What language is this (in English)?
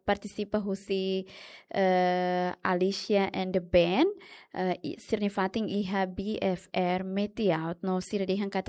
Tetum